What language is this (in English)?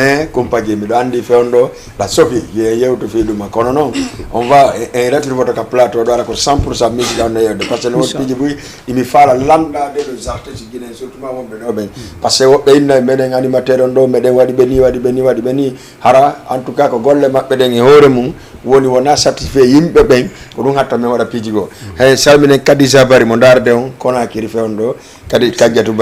Fula